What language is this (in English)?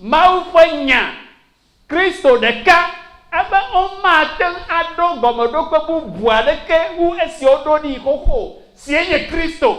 Ewe